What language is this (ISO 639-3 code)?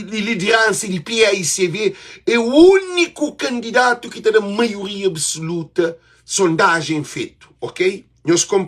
kea